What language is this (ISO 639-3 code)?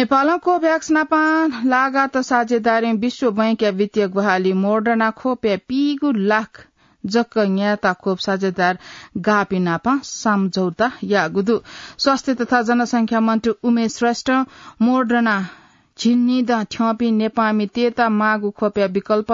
new